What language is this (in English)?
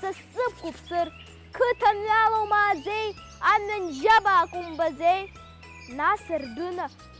Abkhazian